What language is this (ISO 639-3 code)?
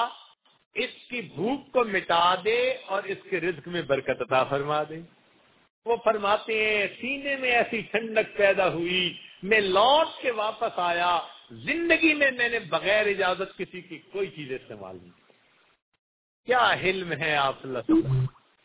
urd